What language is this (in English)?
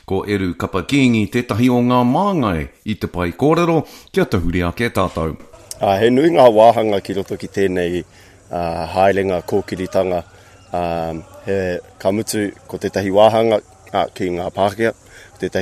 Māori